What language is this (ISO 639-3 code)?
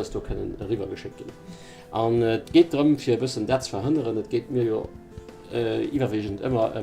ltz